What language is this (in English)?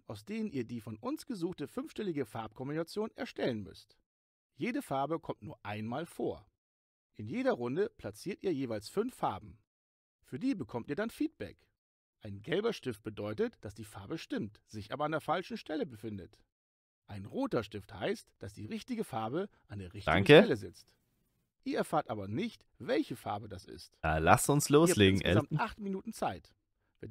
German